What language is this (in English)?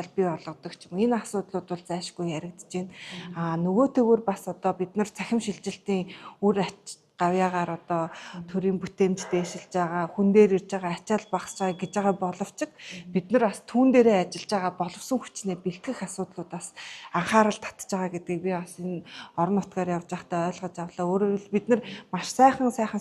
Mongolian